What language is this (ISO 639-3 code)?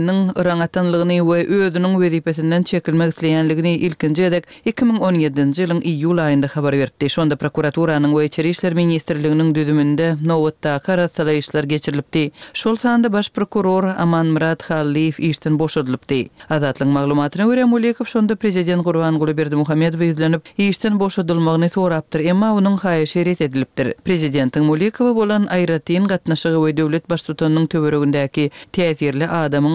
tuk